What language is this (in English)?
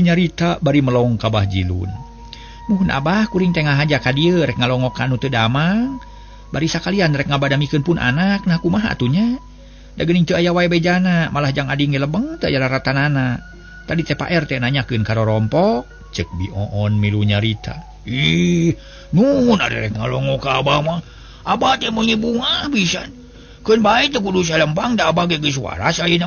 Sundanese